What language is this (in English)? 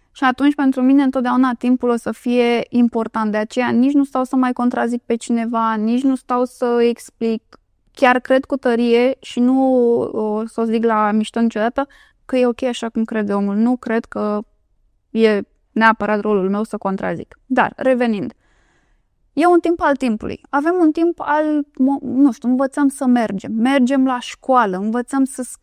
Romanian